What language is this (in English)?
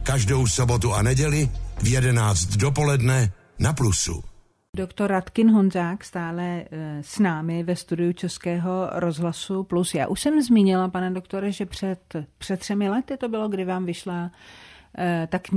Czech